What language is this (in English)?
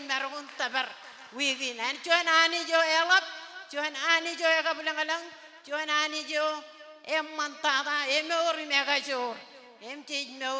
Marshallese